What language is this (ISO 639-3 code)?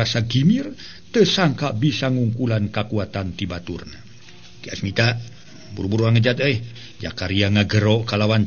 sun